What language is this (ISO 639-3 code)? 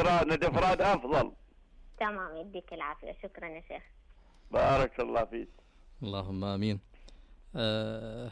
ars